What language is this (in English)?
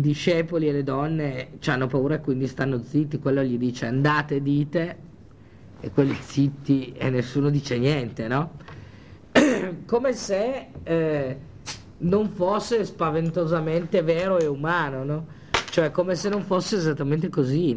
Italian